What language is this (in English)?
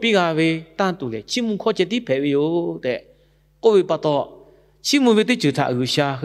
Lahu